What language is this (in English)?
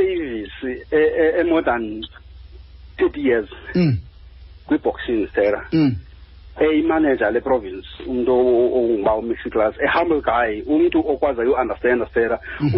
Xhosa